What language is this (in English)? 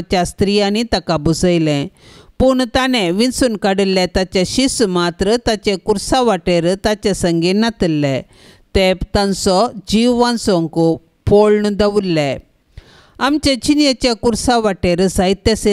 Konkani